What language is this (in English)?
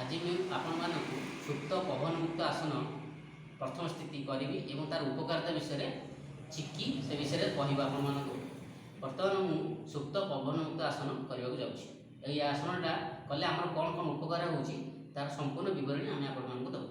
Odia